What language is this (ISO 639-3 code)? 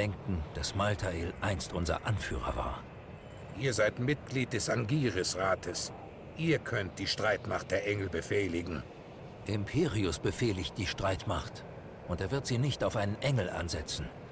gsw